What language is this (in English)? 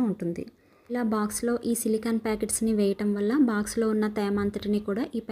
Telugu